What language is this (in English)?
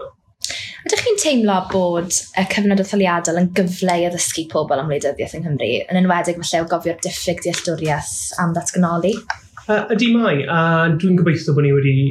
Welsh